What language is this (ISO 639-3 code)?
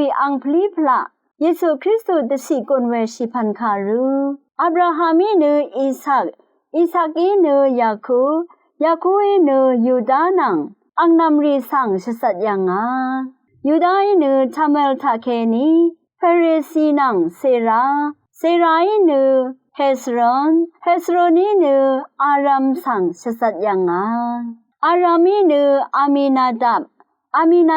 raw